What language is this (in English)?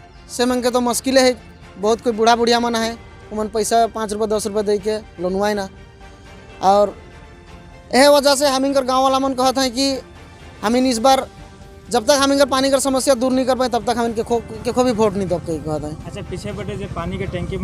Sadri